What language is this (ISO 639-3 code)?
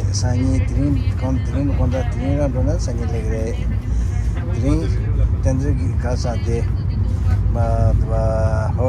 bod